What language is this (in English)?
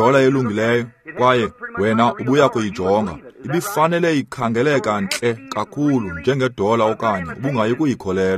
Xhosa